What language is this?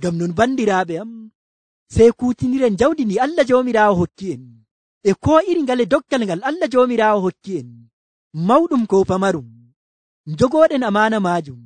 Nigerian Fulfulde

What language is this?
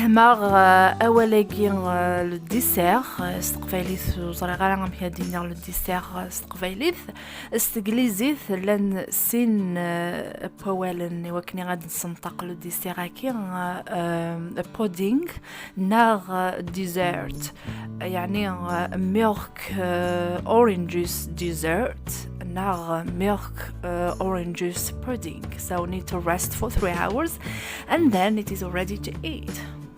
Kabyle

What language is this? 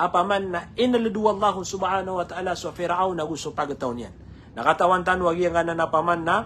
Maranao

